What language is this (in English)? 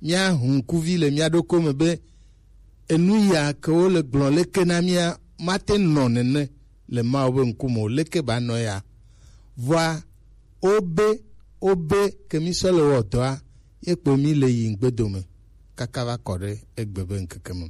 Gen